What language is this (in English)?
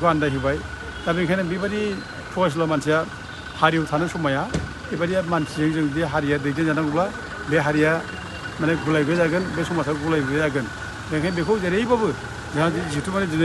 Bodo